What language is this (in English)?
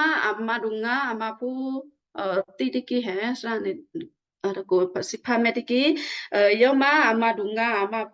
Western Kayah